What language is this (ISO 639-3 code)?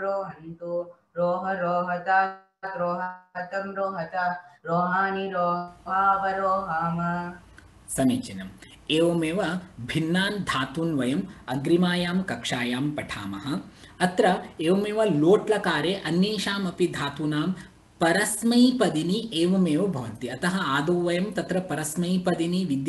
san